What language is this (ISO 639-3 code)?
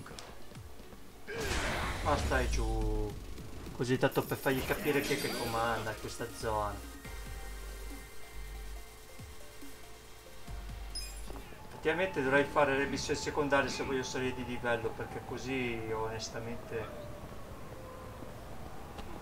ita